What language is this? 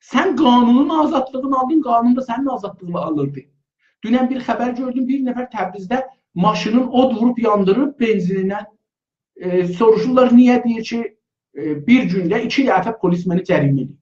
South Azerbaijani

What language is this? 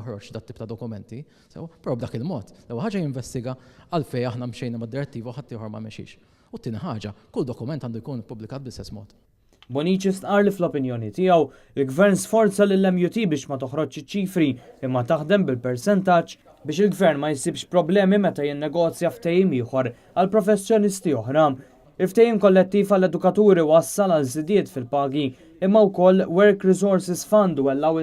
Maltese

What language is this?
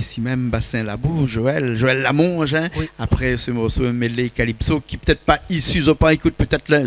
Réunion Creole French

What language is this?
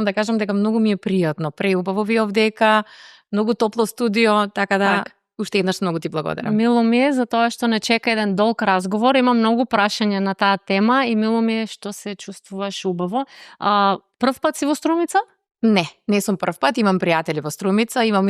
Macedonian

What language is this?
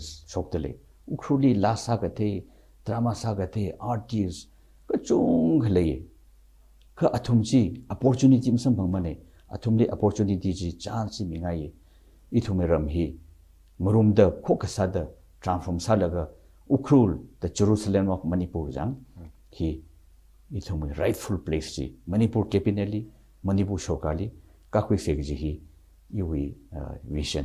Tangkhul Naga (India)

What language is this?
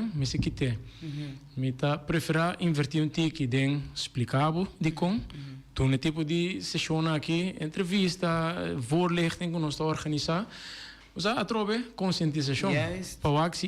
Papiamento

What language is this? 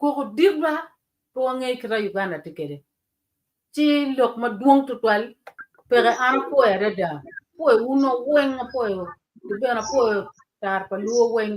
Acoli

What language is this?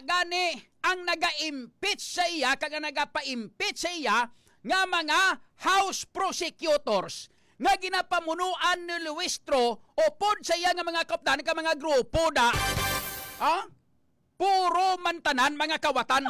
Hiligaynon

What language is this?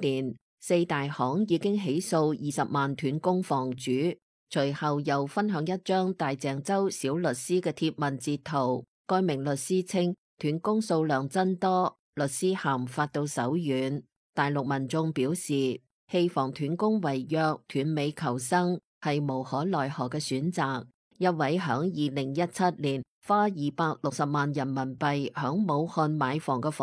Cantonese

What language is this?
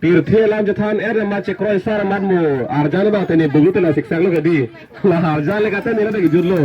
Karbi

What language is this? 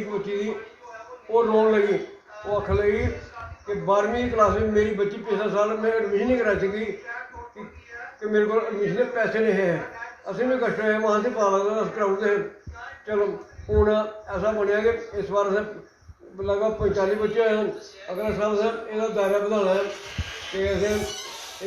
Dogri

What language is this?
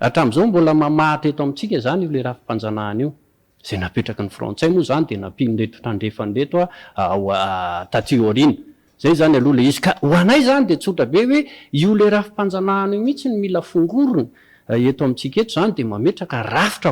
Malagasy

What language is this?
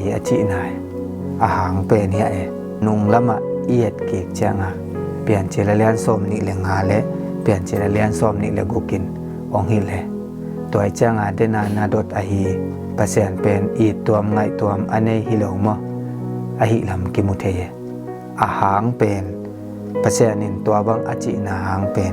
Tedim Chin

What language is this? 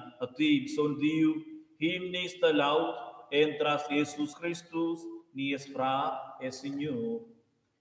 Romansh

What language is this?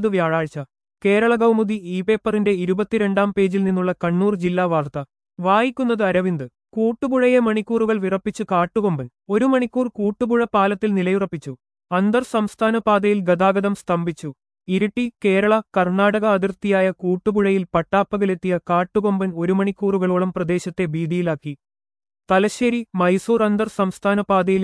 Malayalam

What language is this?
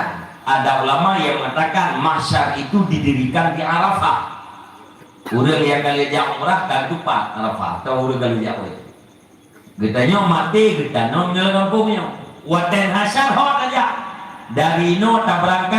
Achinese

